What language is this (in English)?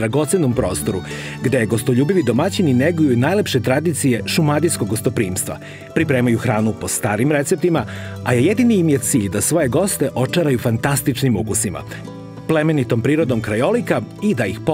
Serbian